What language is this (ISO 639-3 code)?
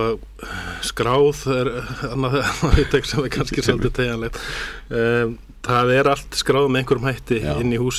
isl